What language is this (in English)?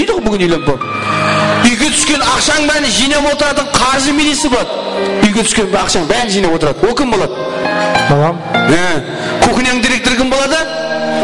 Kara-Kalpak